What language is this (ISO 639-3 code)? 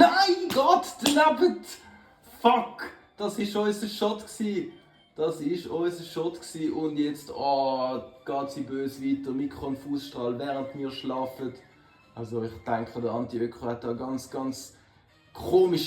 gsw